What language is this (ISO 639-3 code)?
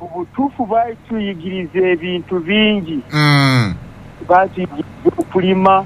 lug